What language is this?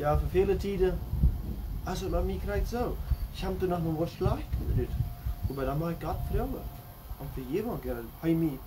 Plautdietsch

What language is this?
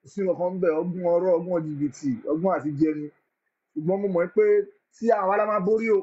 Yoruba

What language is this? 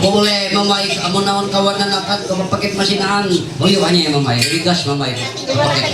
Ma'anyan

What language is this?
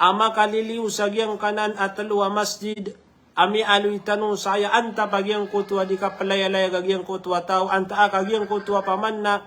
Maranao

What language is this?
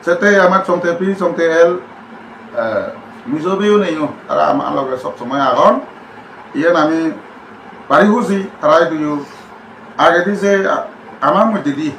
Chakma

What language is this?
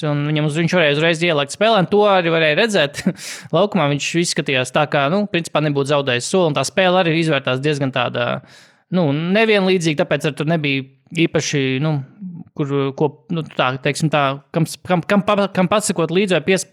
Latvian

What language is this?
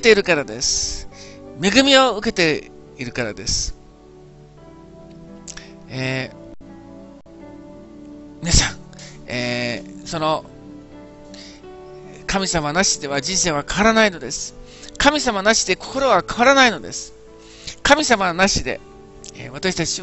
Japanese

